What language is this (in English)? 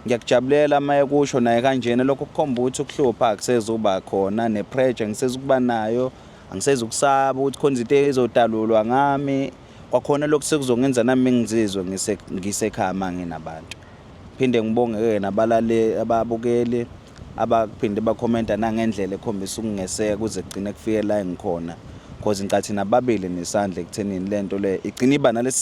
Zulu